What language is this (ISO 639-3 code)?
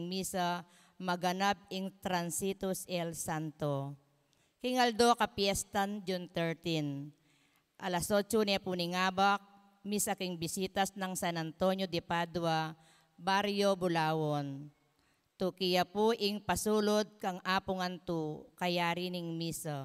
pam